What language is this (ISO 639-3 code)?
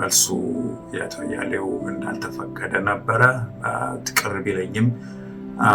amh